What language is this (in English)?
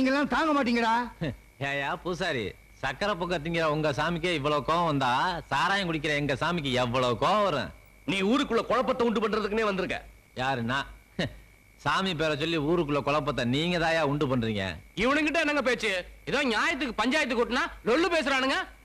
Tamil